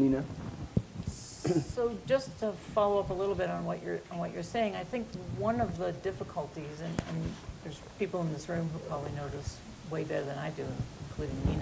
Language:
English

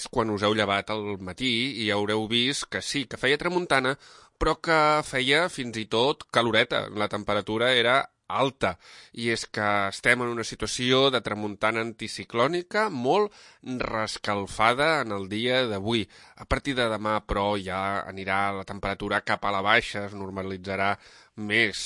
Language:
Catalan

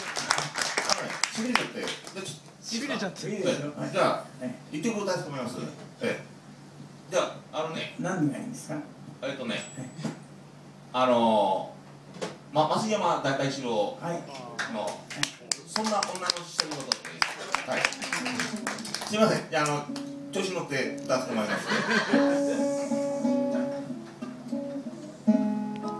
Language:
Japanese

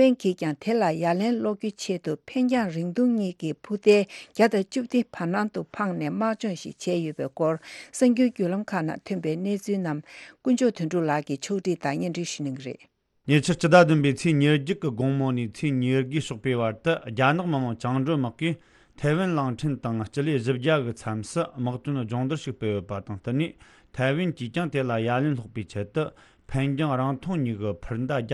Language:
Tibetan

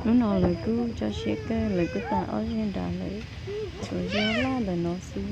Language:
Hmong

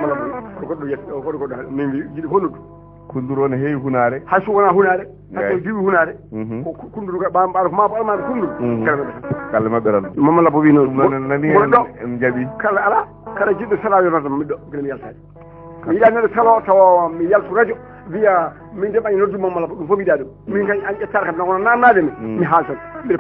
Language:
Fula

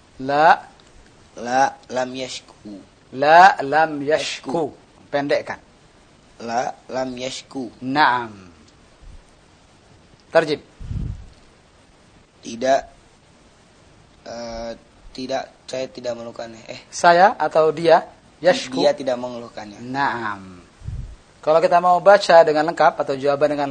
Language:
Indonesian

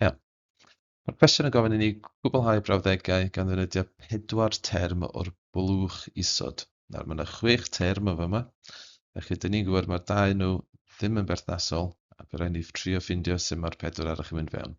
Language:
Welsh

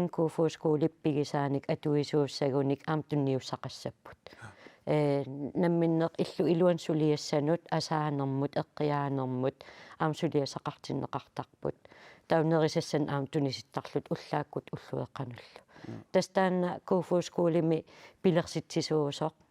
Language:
Kalaallisut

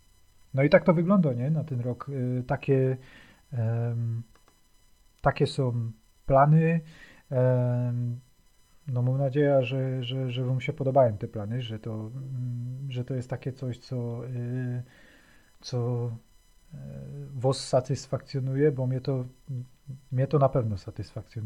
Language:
Silesian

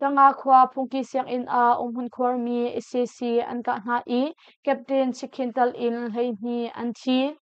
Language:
Hakha Chin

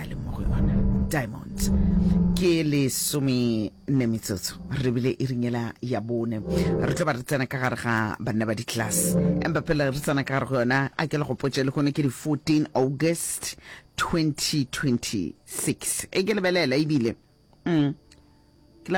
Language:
Northern Sotho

